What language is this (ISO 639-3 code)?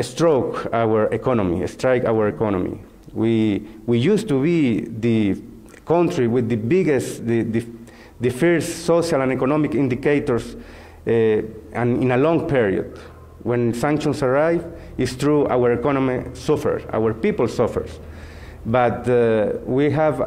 ven